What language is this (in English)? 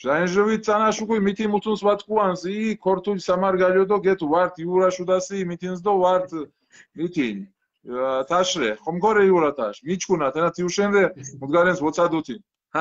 Mingrelian